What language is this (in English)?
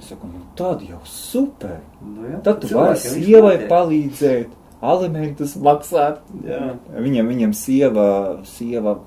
Latvian